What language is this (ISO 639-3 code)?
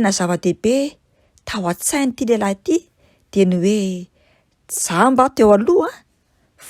mlg